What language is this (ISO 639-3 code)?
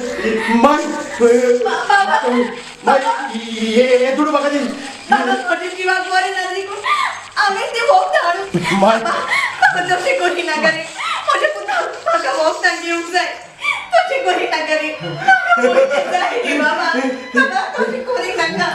kok